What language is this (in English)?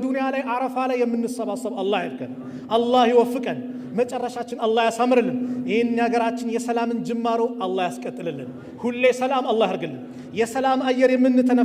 Amharic